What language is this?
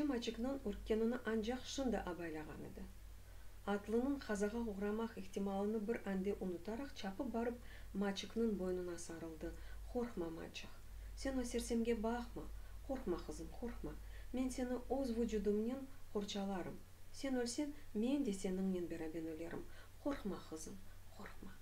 Crimean Tatar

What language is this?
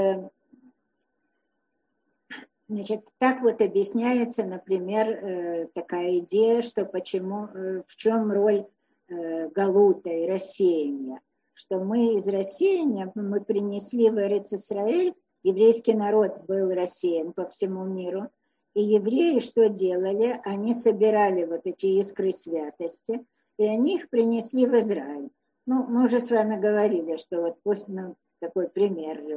Russian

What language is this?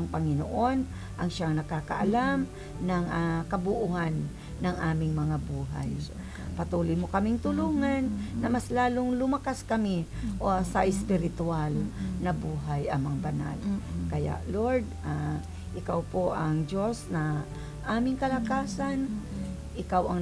Filipino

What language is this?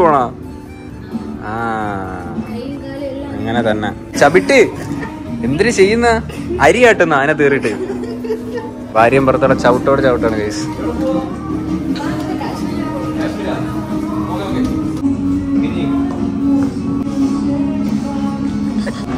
Malayalam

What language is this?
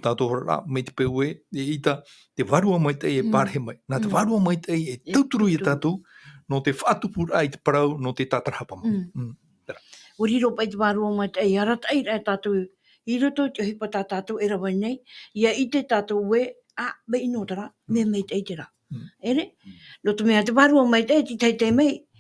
Tahitian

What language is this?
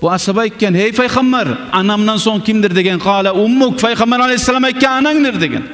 Kumyk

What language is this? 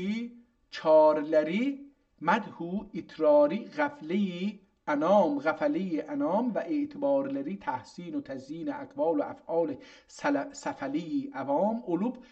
South Azerbaijani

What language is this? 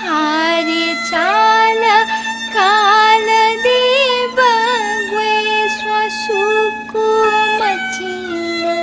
Newari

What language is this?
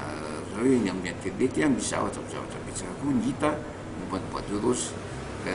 Malagasy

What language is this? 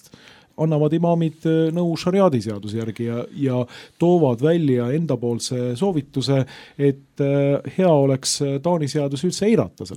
Estonian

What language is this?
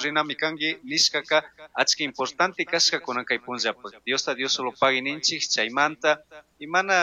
Chimborazo Highland Quichua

